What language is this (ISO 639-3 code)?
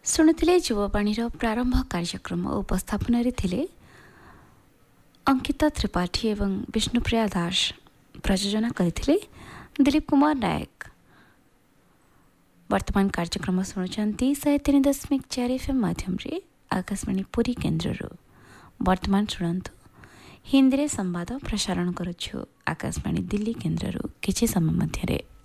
ori